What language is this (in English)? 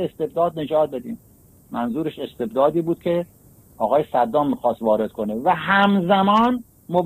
Persian